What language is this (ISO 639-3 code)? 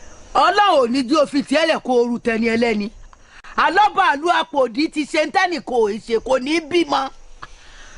yor